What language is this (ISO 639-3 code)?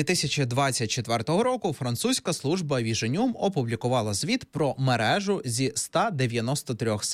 ukr